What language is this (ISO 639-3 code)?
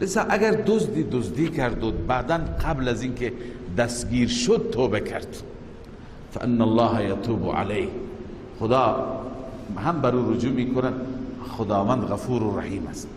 fas